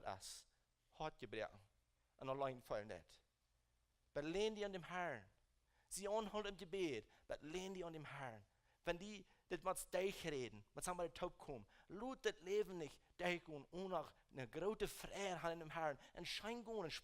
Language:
Plautdietsch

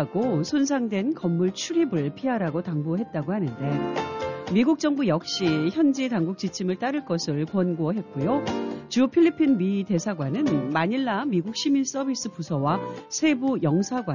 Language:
Korean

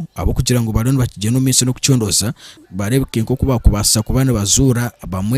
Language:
Nyankole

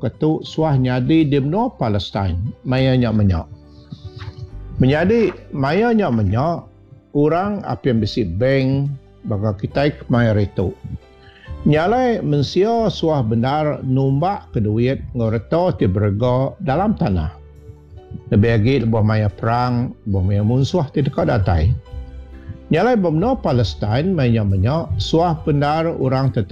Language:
Iban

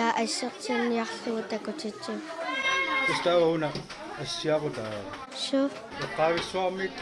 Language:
Kalaallisut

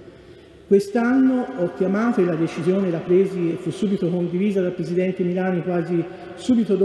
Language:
Italian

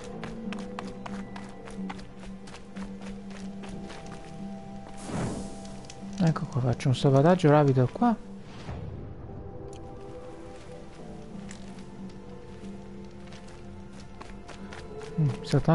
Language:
Italian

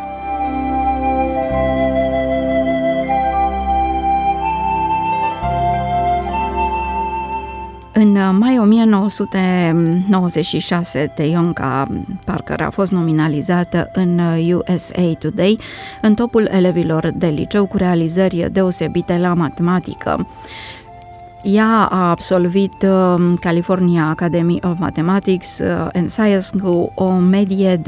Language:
Romanian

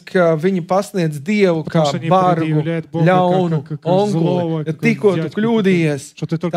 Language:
Latvian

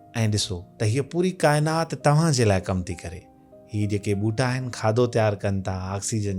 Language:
Sindhi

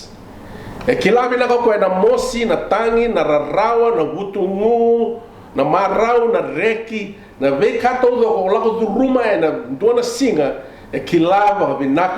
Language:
Fijian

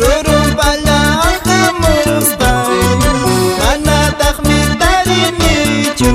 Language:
Quechua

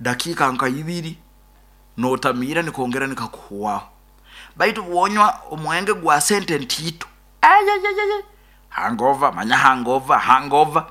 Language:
Nyoro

